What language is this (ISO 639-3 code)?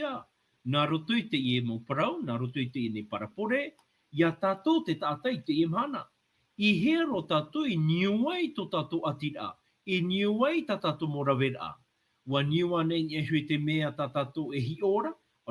tah